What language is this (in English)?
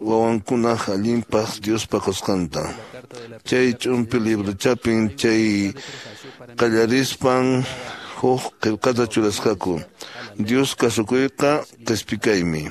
Quechua